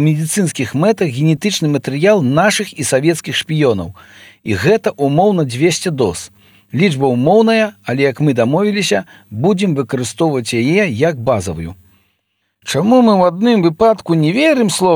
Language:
Belarusian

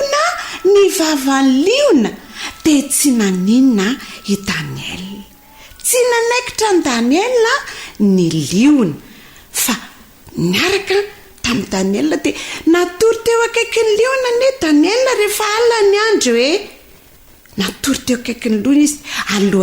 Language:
Malagasy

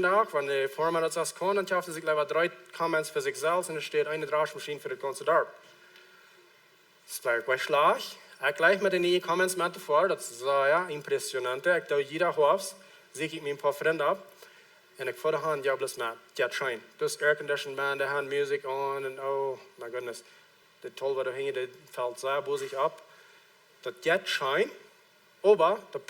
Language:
Plautdietsch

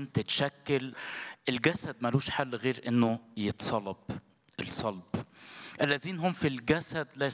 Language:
Egyptian Arabic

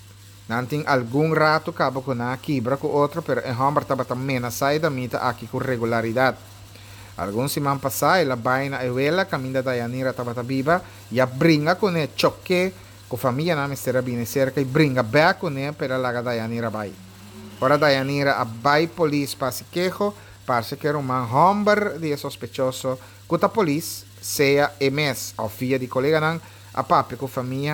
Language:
Papiamento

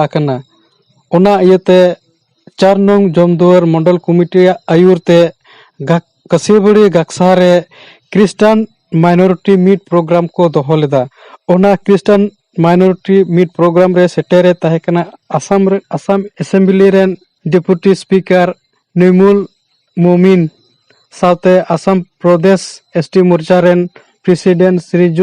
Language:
Santali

